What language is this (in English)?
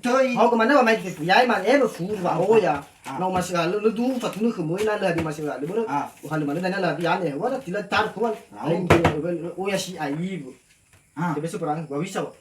Nias